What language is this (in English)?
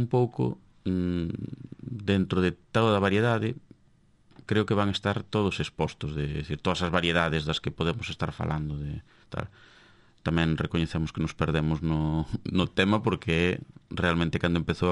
Galician